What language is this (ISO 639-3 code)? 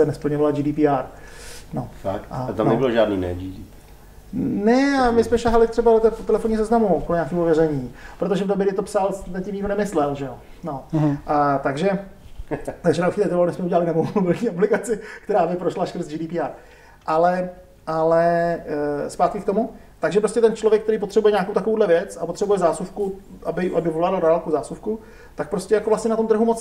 ces